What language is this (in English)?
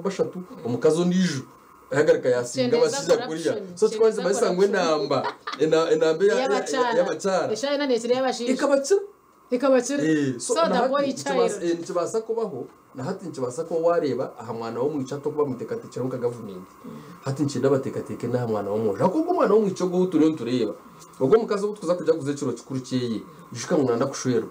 Nyankole